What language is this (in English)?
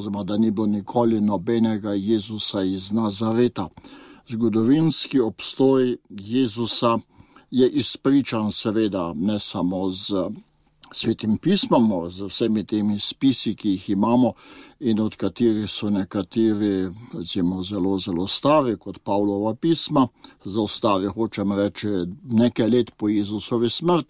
Slovenian